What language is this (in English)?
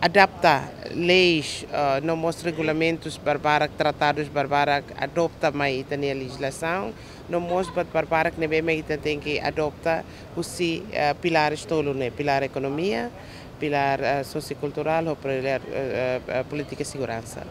Tetum